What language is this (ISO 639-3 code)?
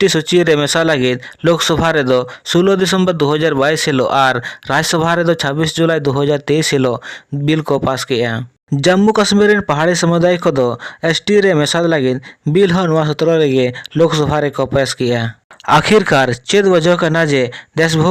sat